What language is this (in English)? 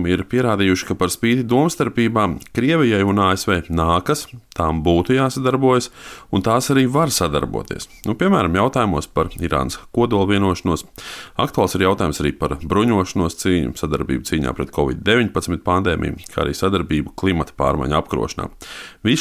Latvian